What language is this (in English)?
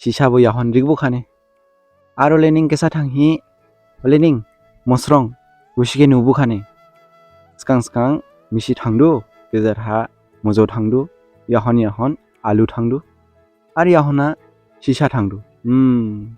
Dimasa